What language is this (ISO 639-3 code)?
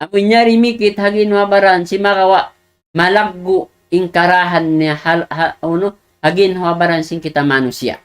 tsg